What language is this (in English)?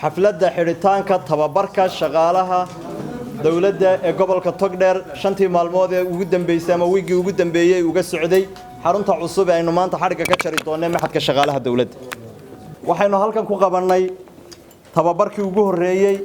Somali